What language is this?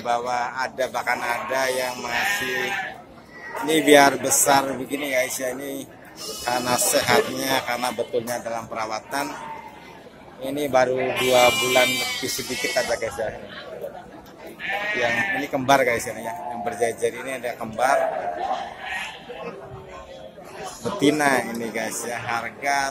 Indonesian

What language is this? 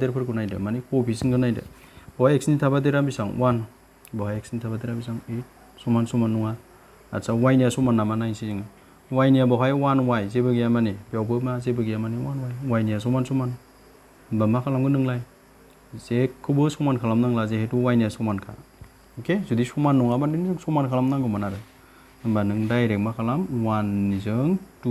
Bodo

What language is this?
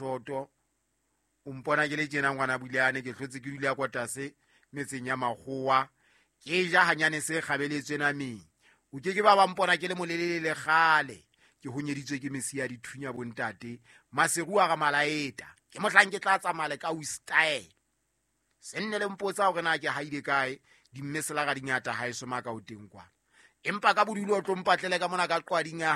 Southern Sotho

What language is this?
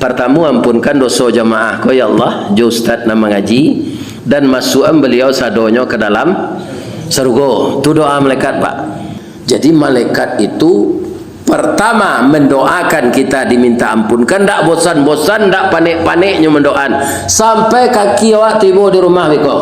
Minangkabau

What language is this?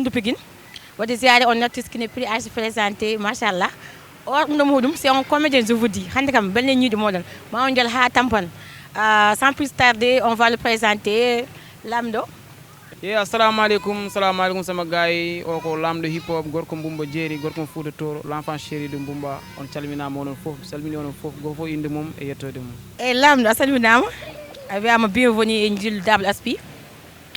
Fula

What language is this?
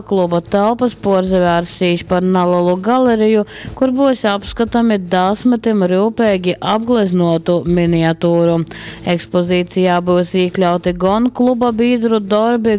Latgalian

